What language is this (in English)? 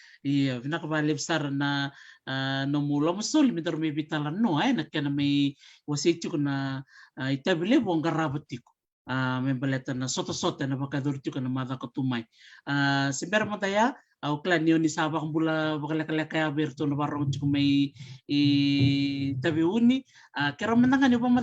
Fijian